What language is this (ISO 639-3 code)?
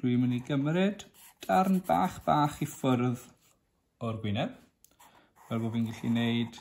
cym